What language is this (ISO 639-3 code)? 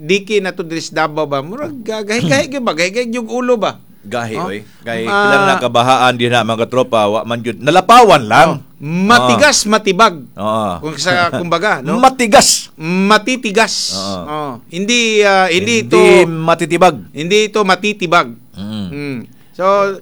ceb